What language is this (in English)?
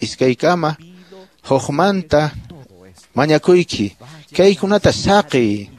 Quechua